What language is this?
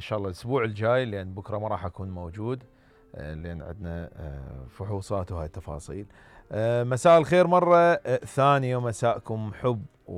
Mesopotamian Arabic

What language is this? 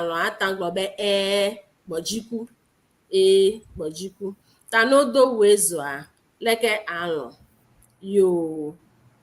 Ewe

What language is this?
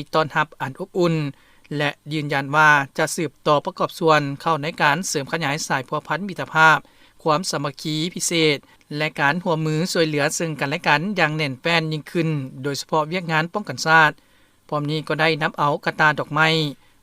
Lao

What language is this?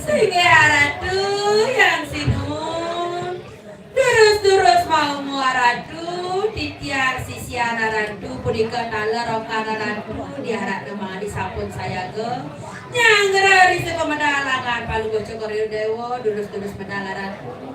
Balinese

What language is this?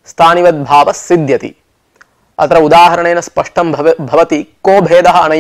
Sanskrit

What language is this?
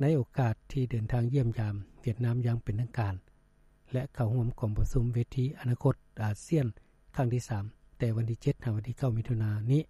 Lao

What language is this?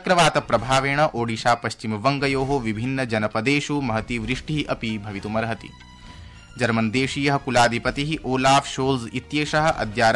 Sanskrit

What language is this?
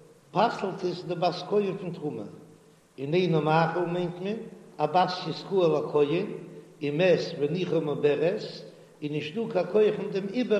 Yiddish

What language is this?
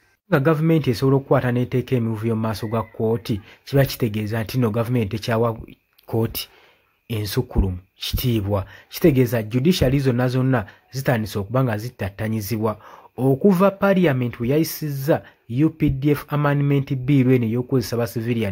Ganda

